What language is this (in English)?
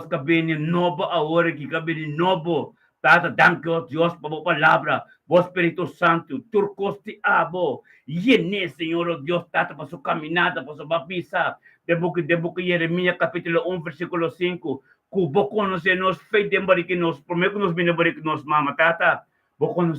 Papiamento